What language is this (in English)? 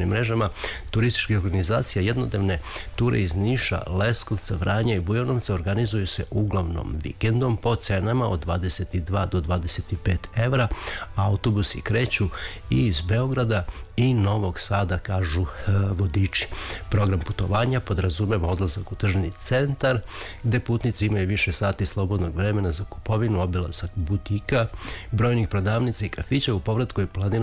Serbian